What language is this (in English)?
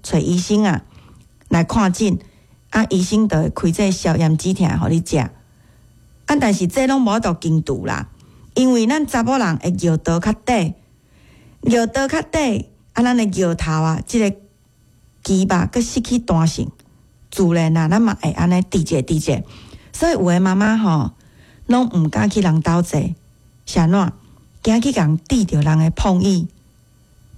Min Nan Chinese